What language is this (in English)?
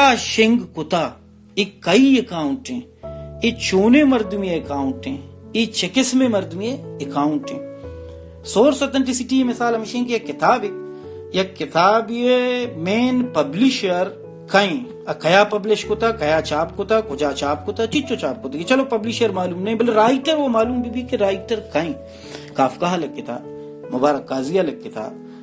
Baluchi